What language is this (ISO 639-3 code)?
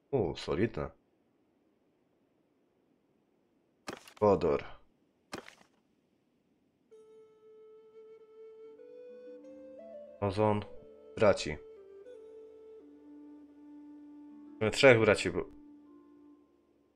pol